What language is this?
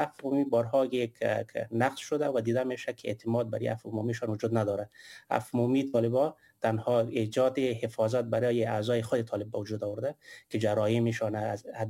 Persian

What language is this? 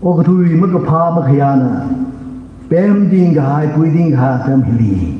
Tangkhul Naga (India)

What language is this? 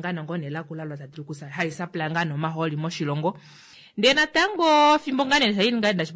Kuanyama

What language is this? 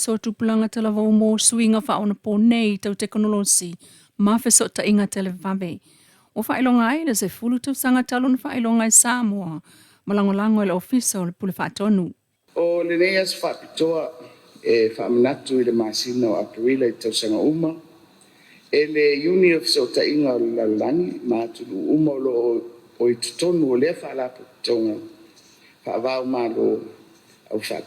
Samoan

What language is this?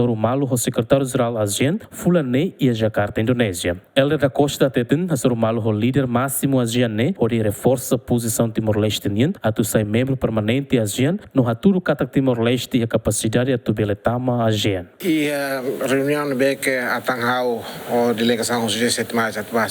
Tetum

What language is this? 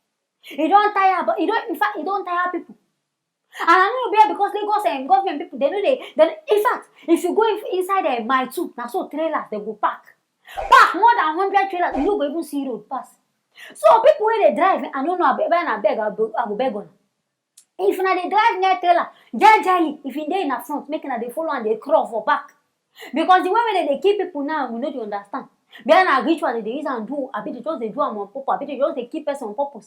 Nigerian Pidgin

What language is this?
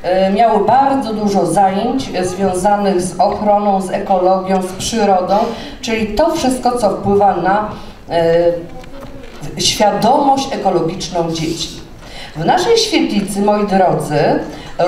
Polish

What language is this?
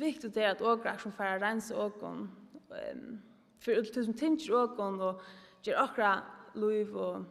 Faroese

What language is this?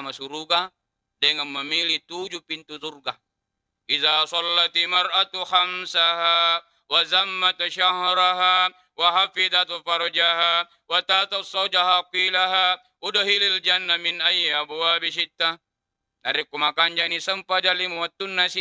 Buginese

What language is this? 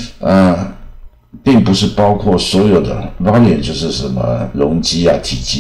Chinese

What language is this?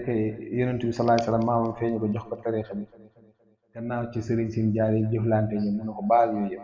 Wolof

